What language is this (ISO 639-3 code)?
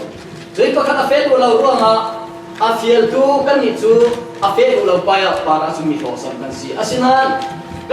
cfm